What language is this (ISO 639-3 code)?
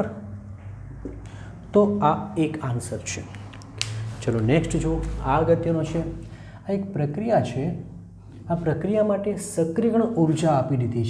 guj